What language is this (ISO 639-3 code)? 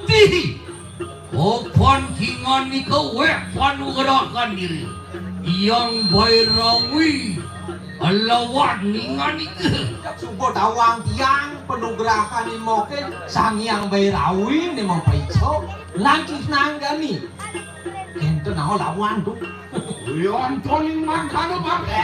ban